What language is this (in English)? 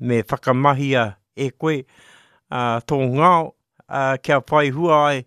Māori